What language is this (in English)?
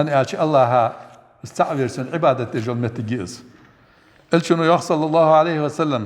Ingush